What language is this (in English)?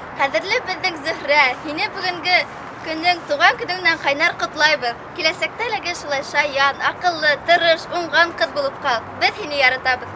Bashkir